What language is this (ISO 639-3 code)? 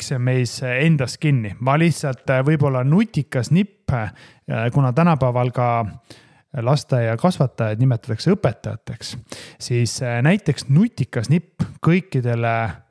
est